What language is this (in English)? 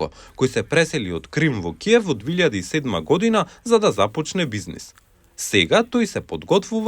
Macedonian